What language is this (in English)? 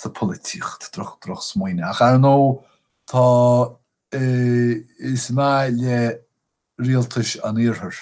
Irish